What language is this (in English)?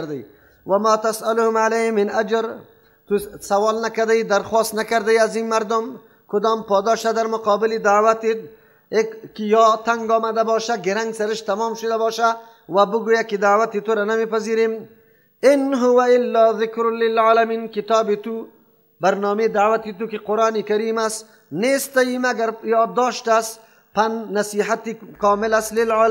Persian